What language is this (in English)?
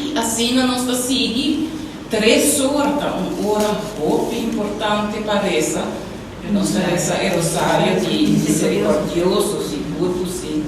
Papiamento